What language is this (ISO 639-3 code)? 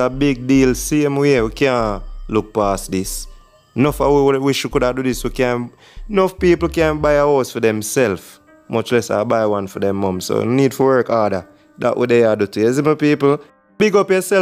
jam